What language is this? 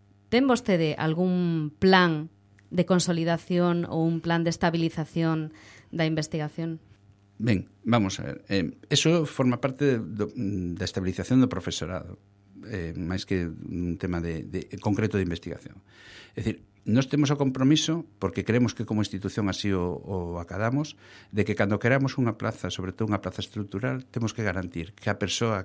Galician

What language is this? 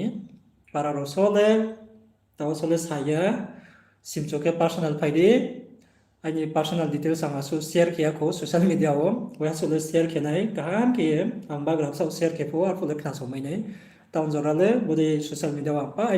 Riang (India)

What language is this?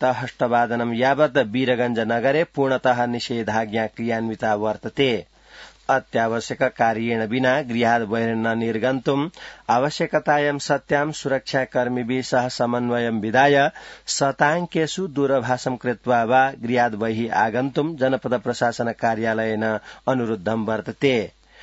Sanskrit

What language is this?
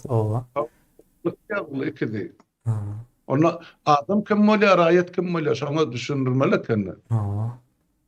Turkmen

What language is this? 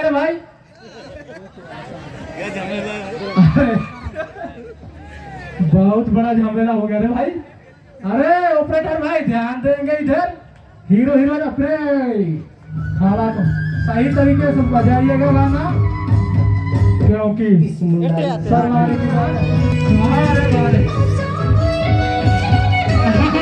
Hindi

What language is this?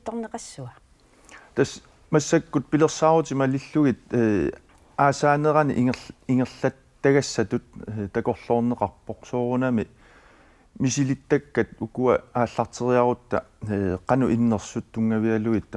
Kalaallisut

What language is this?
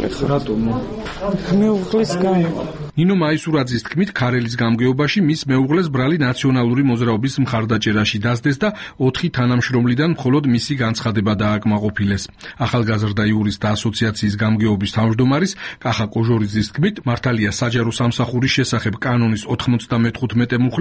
Georgian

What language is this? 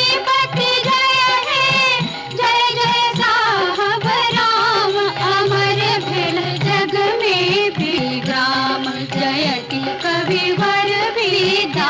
Maithili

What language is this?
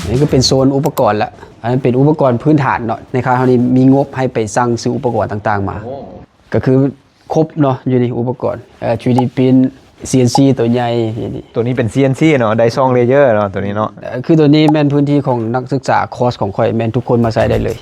Lao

